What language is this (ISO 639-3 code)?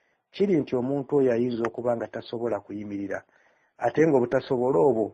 lug